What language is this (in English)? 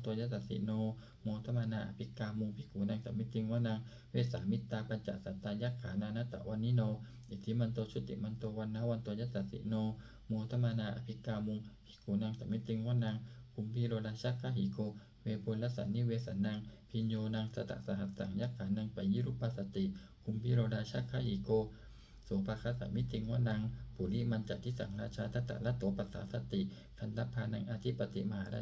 Pali